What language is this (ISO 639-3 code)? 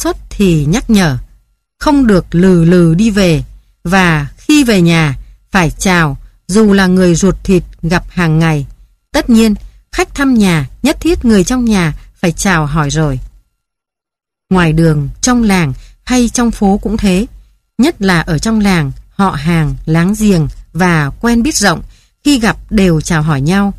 vie